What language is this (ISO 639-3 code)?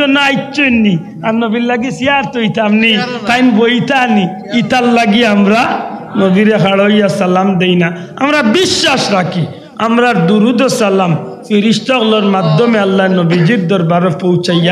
syl